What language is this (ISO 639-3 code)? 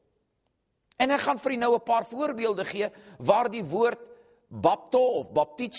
afr